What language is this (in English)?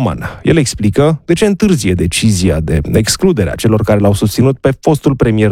Romanian